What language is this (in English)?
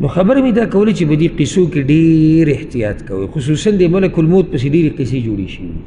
Pashto